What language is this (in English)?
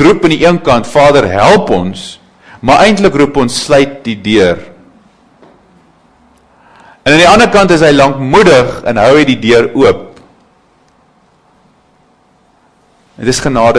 Afrikaans